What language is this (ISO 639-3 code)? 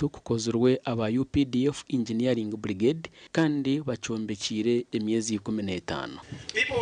nyn